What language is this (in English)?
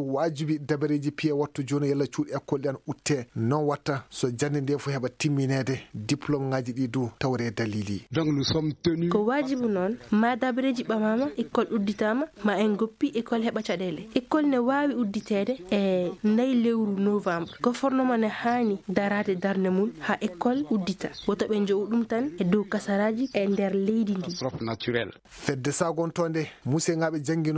Fula